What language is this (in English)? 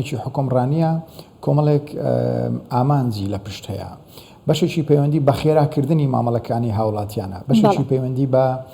Central Kurdish